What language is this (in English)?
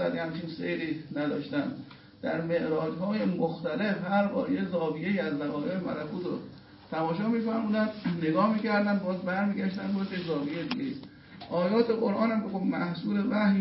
Persian